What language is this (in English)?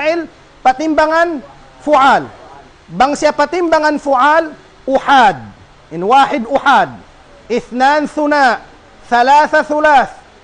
Tausug